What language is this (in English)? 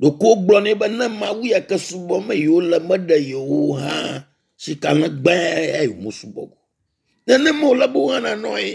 Ewe